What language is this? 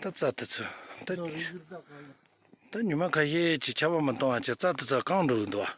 Tibetan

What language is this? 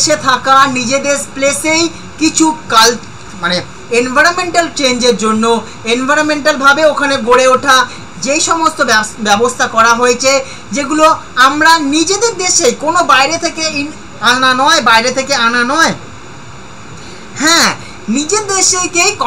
Bangla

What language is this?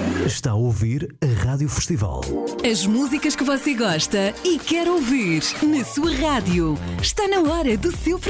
Portuguese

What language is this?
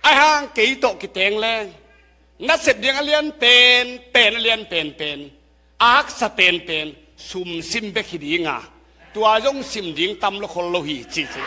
Tedim Chin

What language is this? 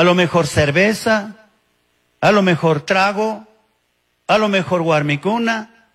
Chimborazo Highland Quichua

